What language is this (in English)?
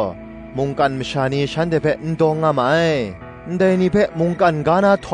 Kachin